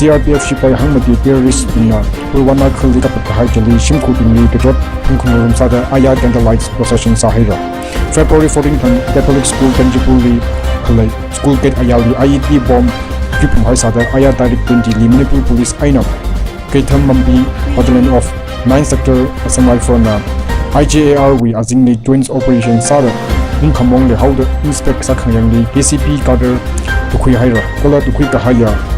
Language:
Tangkhul Naga (India)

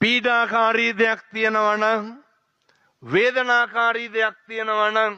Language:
Sinhala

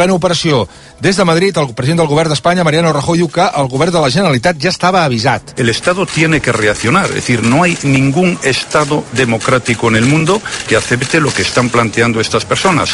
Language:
Catalan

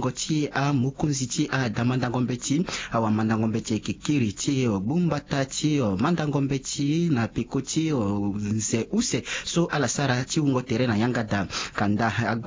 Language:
Sango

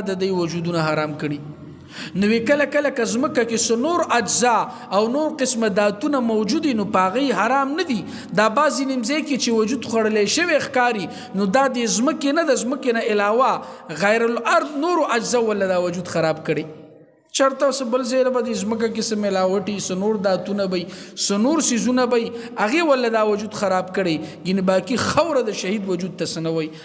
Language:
Pashto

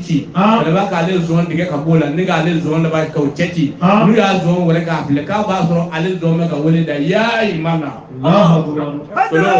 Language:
Bambara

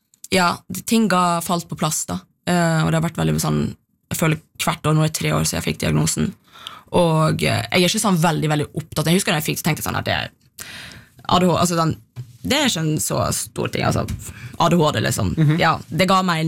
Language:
Norwegian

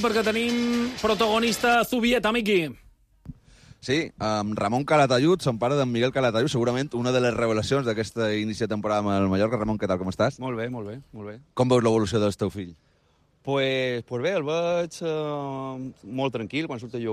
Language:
Catalan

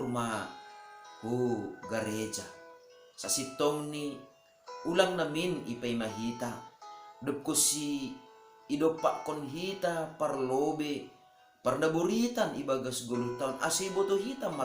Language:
Batak Simalungun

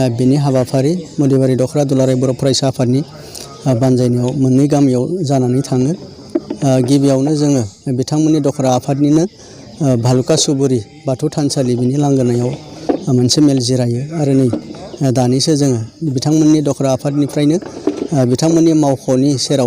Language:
Bodo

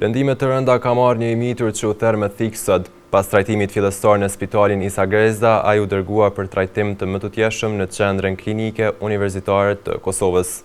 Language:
Albanian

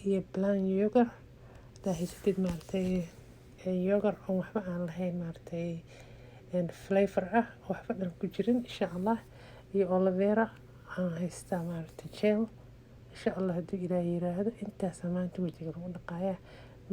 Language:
Somali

